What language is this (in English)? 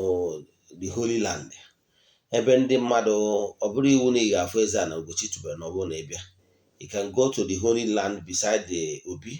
Igbo